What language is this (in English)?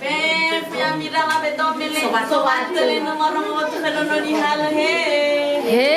Nias